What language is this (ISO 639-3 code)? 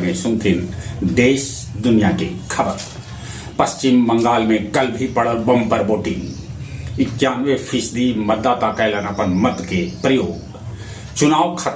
mag